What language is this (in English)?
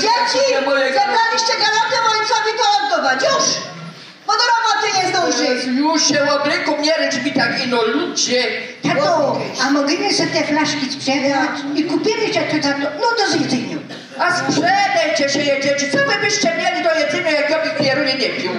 Silesian